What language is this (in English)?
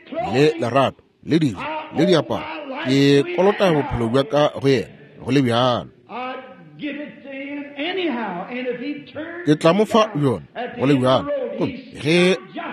Northern Sotho